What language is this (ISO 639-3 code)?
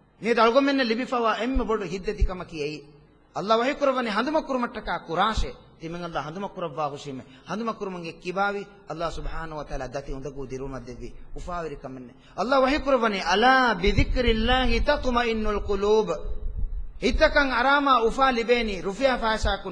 div